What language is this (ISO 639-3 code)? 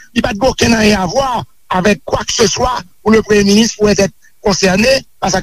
hat